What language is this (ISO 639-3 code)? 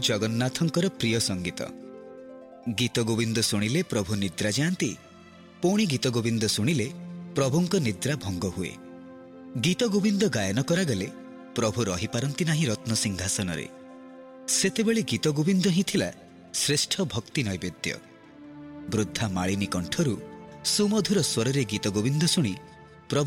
ori